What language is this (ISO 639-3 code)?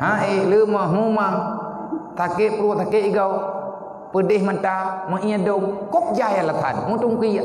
ace